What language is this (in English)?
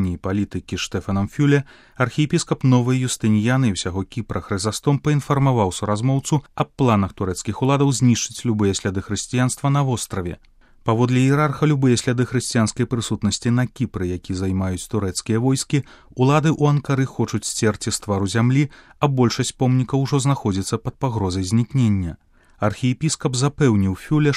Belarusian